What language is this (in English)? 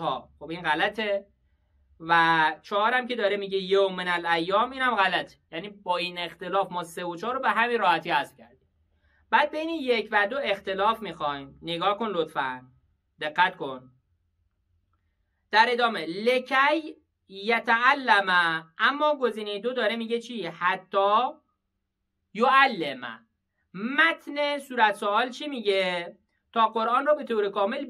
Persian